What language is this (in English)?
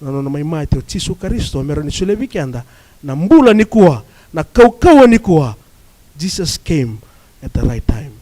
Fijian